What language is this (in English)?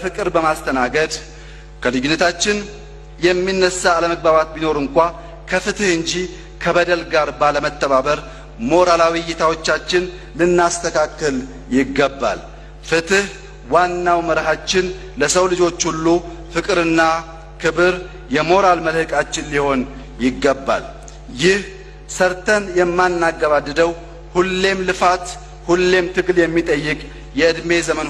Amharic